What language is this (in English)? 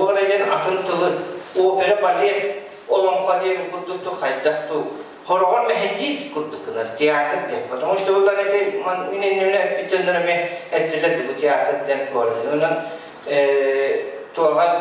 Yakut